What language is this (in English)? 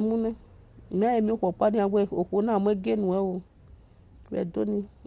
Nigerian Pidgin